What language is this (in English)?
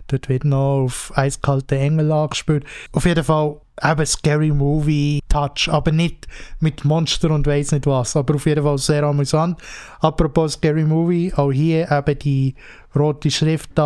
Swiss German